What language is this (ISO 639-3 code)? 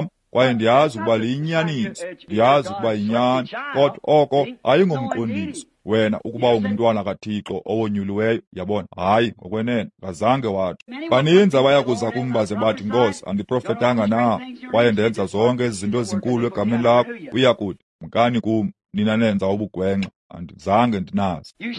xho